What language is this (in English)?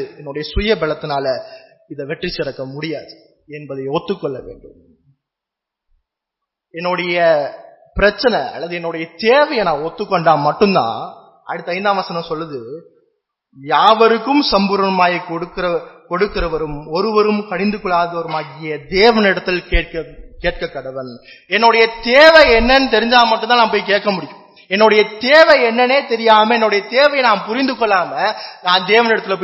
Tamil